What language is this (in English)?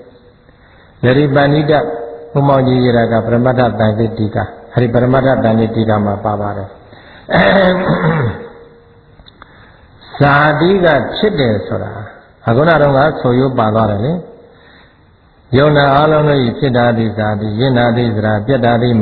Burmese